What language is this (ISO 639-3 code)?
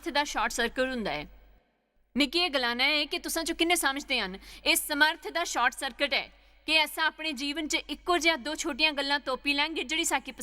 doi